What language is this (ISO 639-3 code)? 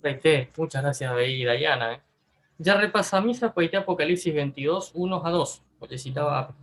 grn